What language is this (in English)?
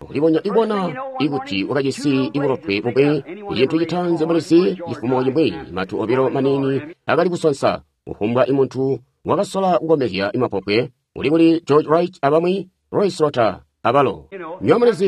Tonga (Zambia)